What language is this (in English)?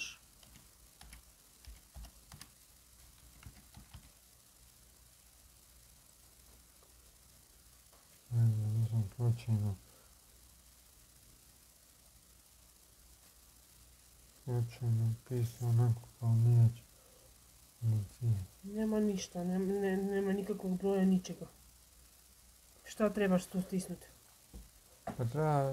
Croatian